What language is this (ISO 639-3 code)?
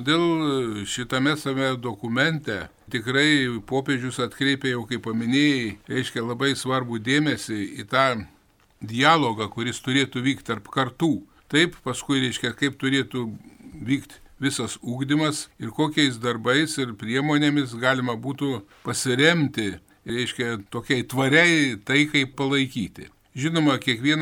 lit